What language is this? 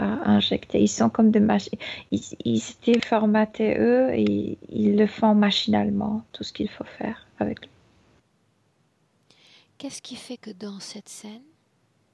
French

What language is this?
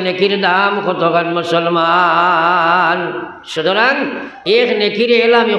Sylheti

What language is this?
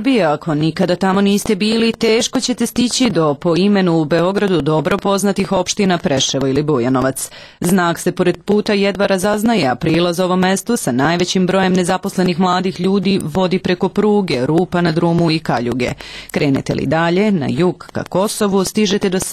Serbian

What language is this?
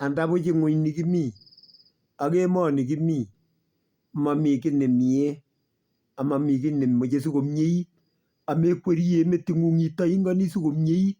Kalenjin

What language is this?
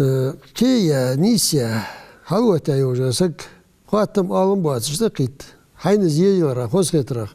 Ingush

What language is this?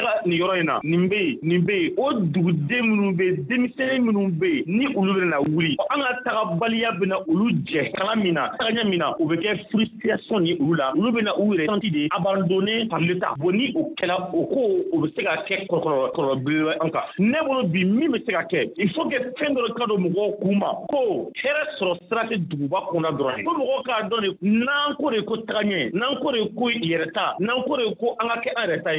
Bambara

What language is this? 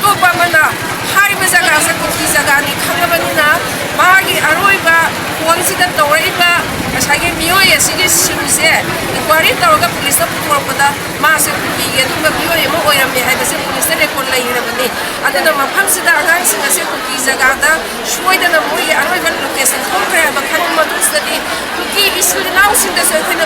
Manipuri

